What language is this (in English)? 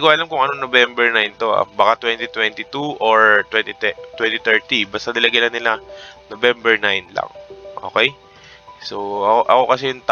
Filipino